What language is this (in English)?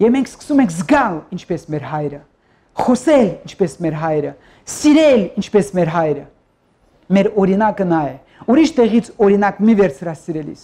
Armenian